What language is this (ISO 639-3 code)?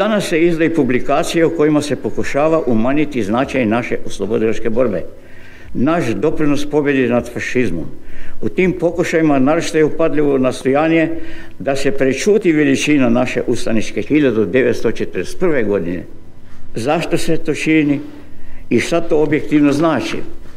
hrv